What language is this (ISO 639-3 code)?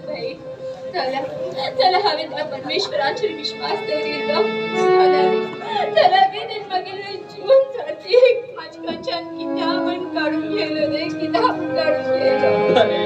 kok